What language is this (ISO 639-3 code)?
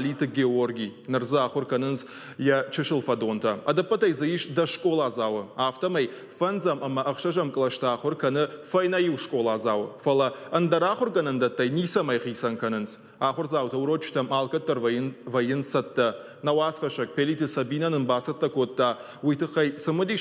oss